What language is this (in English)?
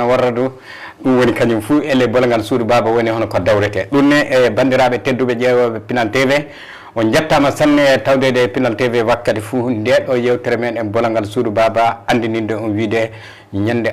Fula